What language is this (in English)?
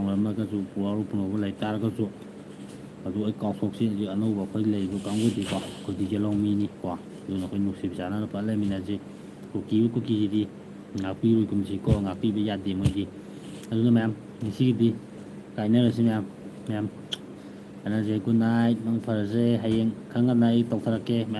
Manipuri